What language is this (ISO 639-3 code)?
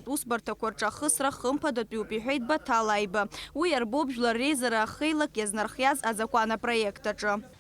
abk